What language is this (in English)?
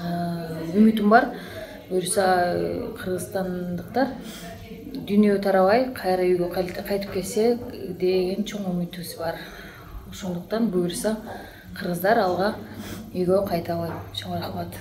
Kyrgyz